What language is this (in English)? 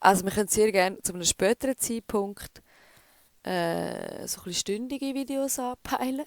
Swiss German